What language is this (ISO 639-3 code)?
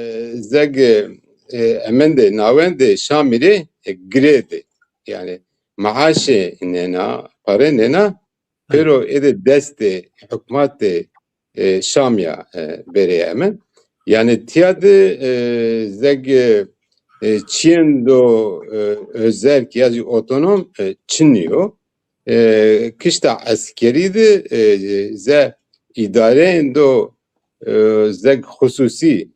zza